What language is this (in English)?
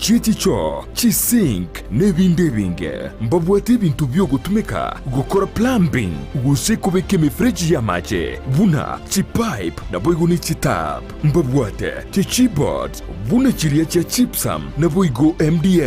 Gusii